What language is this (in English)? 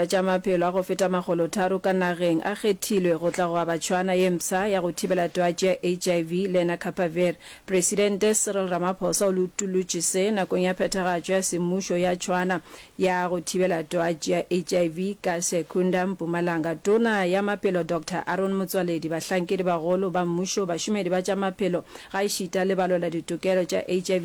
Northern Sotho